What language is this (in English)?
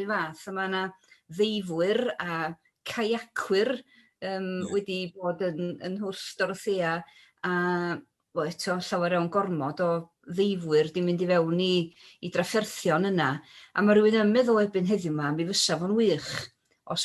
Welsh